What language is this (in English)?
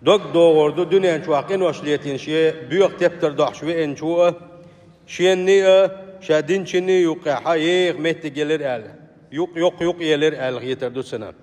Chechen